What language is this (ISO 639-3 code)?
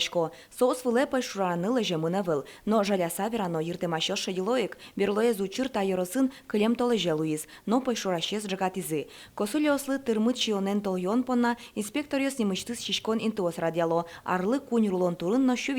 udm